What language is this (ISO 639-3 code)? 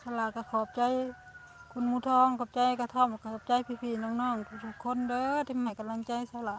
lao